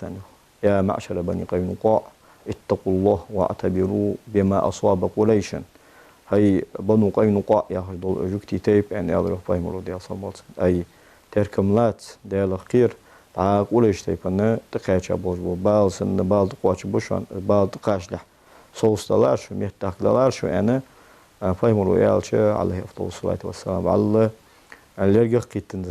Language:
Ingush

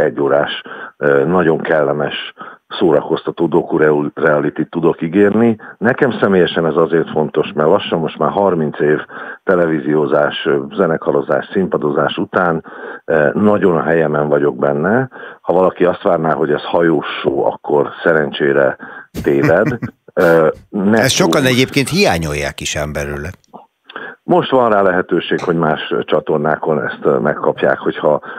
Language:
Hungarian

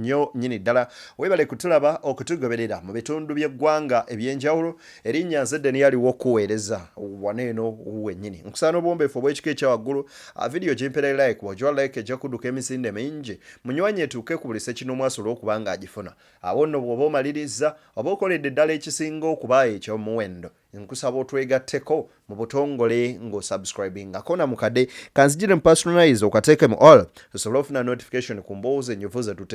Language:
Ganda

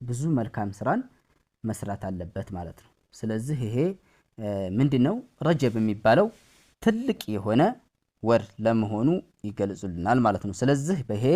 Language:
Amharic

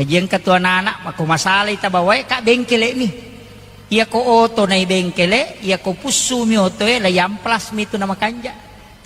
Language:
Buginese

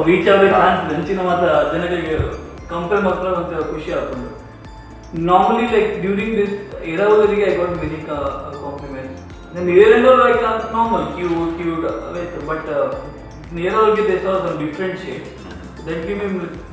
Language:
Tulu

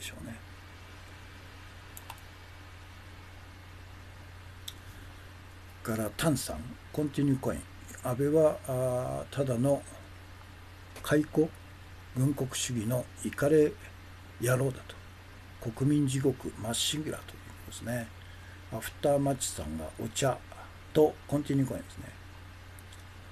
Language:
Japanese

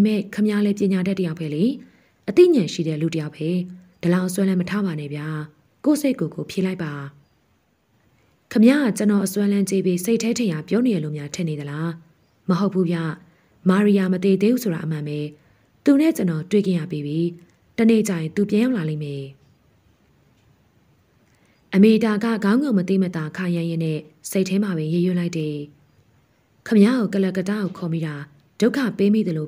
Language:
Burmese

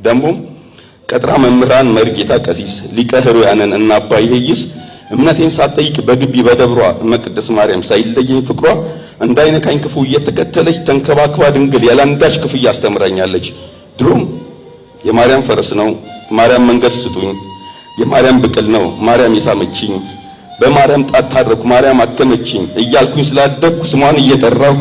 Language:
Amharic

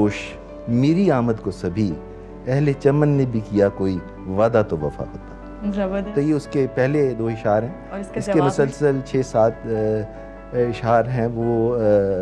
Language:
Urdu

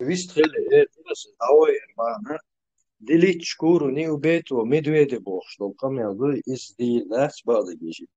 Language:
Chechen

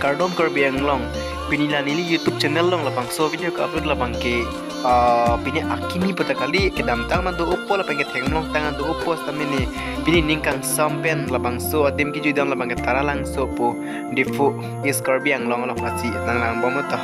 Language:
Karbi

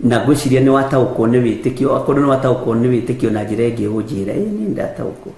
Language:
Kikuyu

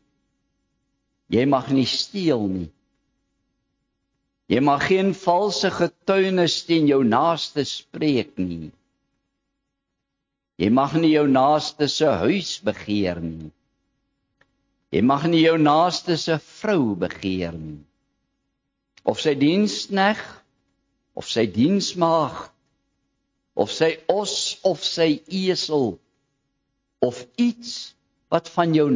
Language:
Afrikaans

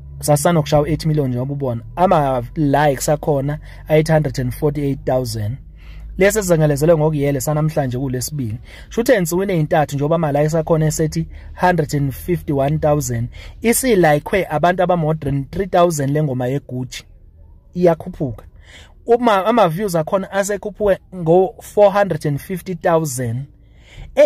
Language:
Zulu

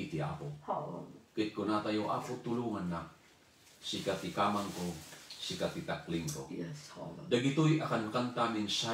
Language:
Iloko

